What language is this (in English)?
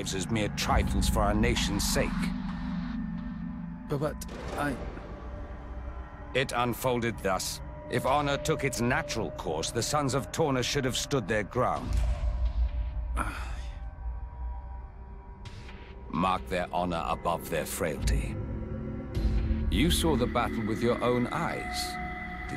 English